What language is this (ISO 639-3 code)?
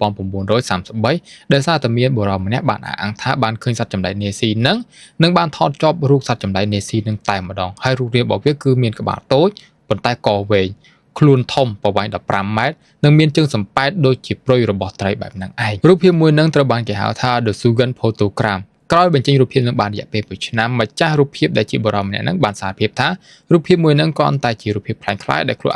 khm